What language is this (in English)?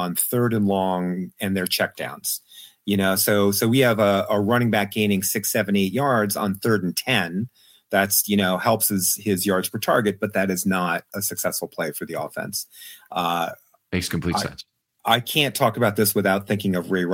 English